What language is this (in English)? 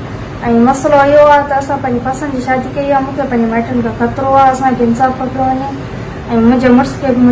Sindhi